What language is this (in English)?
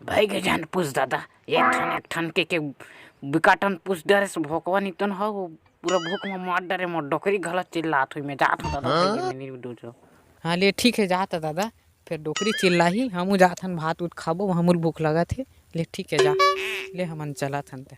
Chhattisgarhi